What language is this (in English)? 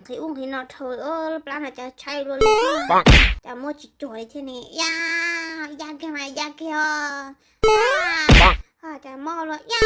Hmong